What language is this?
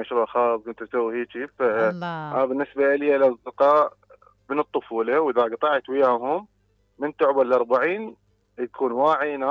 Mesopotamian Arabic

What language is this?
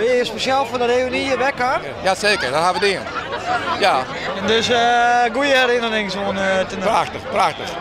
Western Frisian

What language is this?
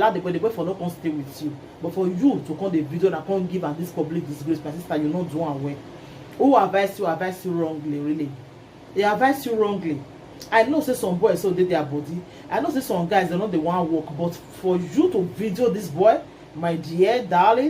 Nigerian Pidgin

